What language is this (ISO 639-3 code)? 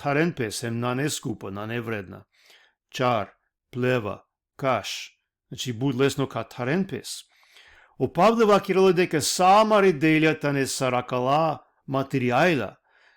rmn